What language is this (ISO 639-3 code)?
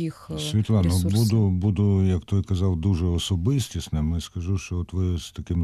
ukr